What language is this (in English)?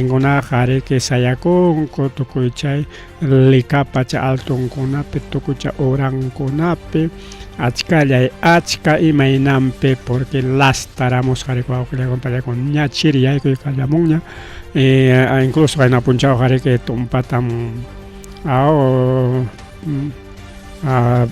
Ayacucho Quechua